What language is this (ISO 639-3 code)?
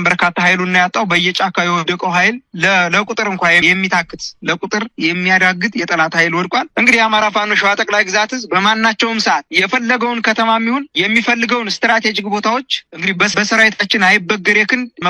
amh